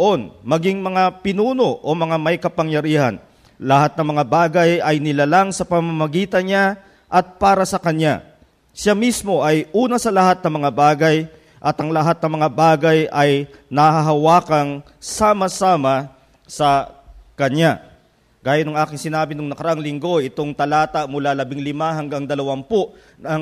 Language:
Filipino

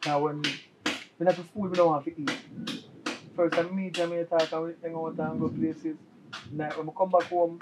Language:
Jamaican Creole English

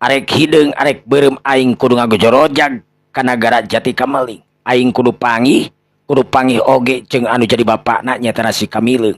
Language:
Sundanese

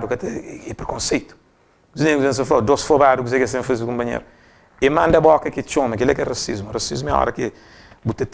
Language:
Kabuverdianu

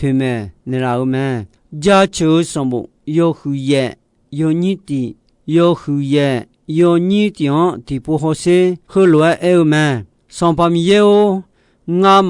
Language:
Akha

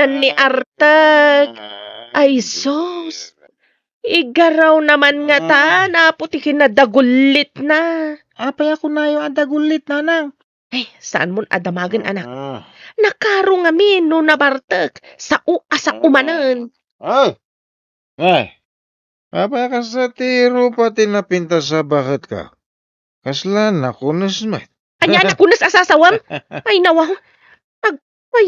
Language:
Iloko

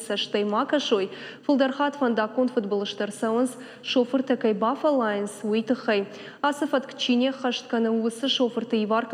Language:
Ossetic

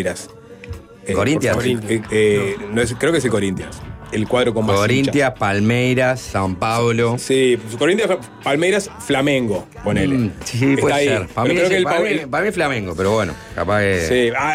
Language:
Spanish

